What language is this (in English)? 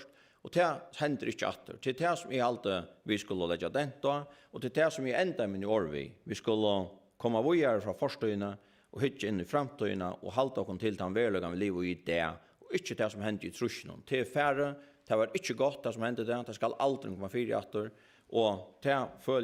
Faroese